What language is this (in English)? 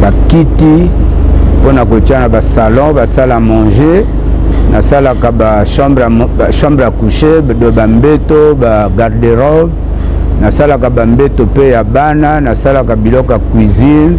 Lingala